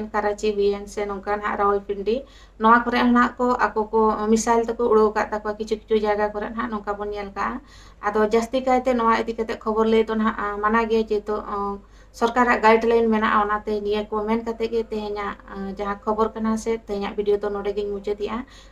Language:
Santali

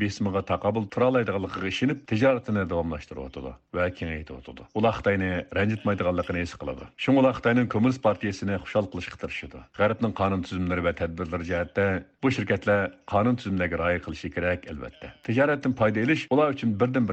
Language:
Uyghur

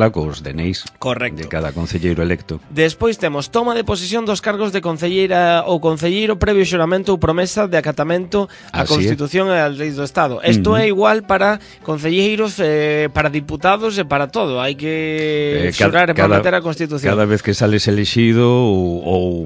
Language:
Galician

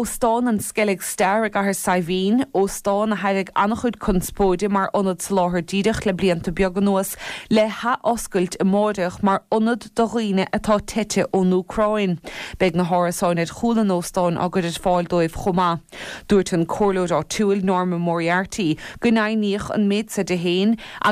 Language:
Irish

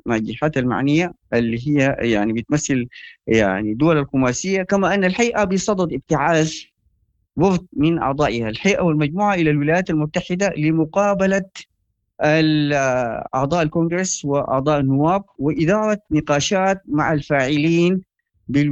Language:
Sudanese Arabic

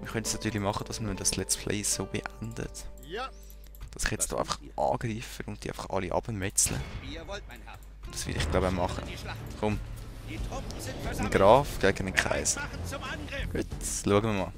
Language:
Swiss German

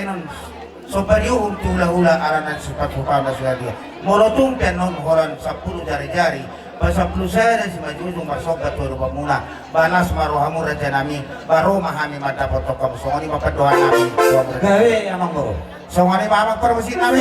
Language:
Batak Toba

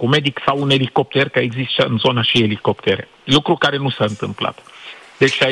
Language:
Romanian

